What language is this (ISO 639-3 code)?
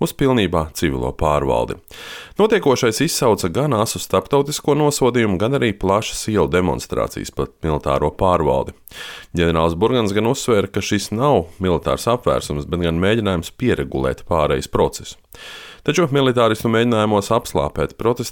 lav